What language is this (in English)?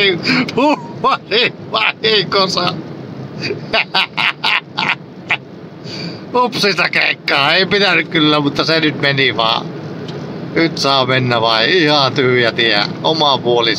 Finnish